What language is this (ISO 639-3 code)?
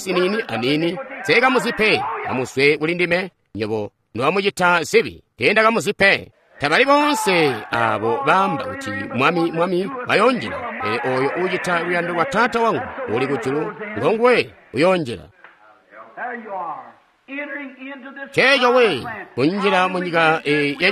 toi